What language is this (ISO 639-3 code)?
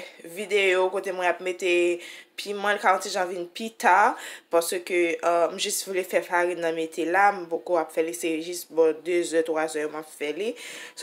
hat